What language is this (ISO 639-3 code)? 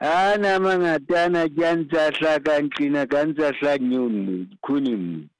sot